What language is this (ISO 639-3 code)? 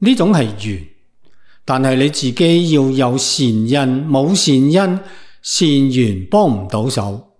yue